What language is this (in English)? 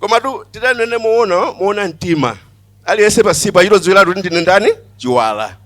Nyanja